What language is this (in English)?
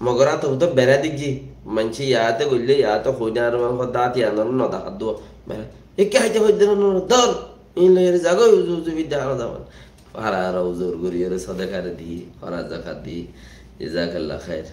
Rohingya